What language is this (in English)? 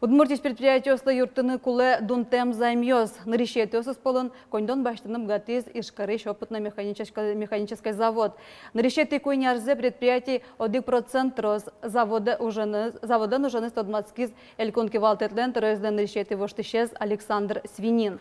Udmurt